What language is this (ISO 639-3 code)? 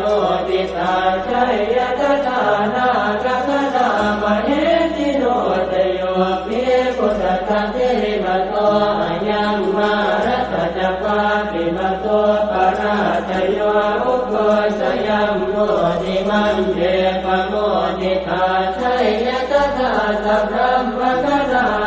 pli